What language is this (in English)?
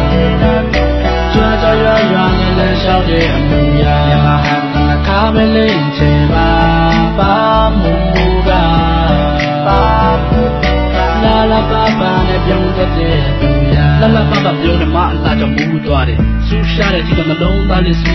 Burmese